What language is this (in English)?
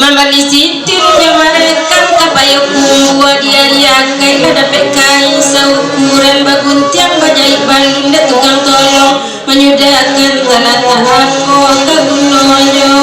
Minangkabau